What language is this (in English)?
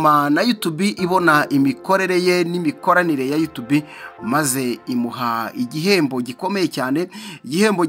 Kinyarwanda